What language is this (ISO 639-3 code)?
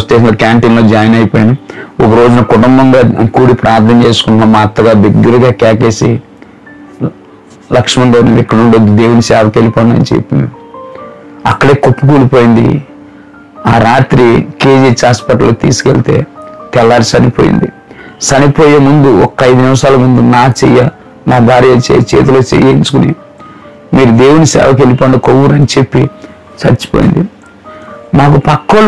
tel